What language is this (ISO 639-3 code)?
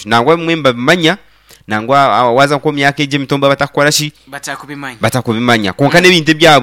nyn